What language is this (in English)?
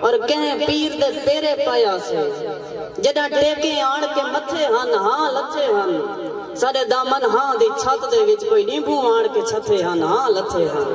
Saraiki